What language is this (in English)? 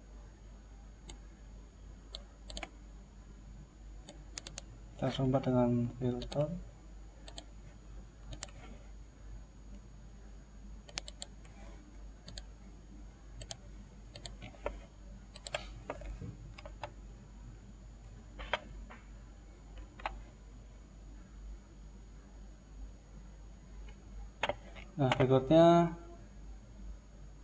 Indonesian